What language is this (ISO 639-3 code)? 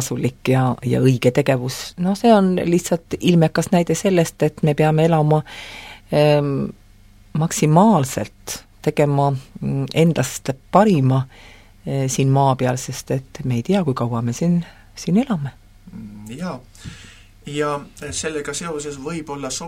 est